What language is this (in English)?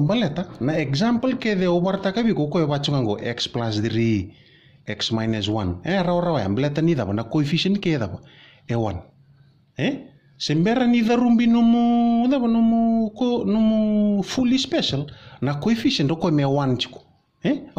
Fijian